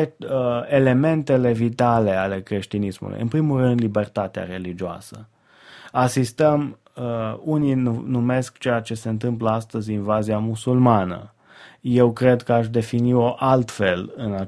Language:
Romanian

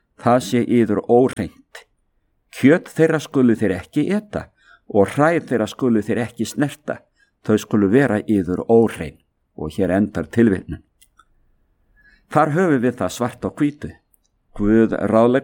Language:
Icelandic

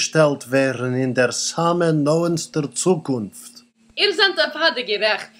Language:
Yiddish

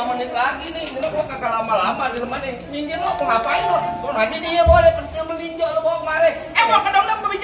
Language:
Betawi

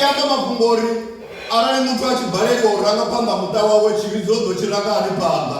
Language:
Venda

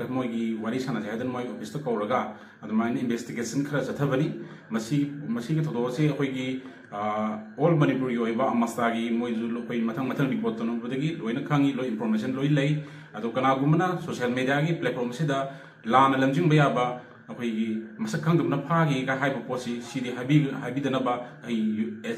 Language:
Manipuri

